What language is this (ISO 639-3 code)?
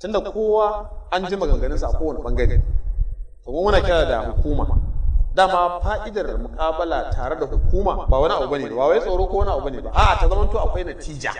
hau